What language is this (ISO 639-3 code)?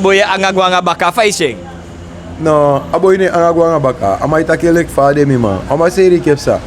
srn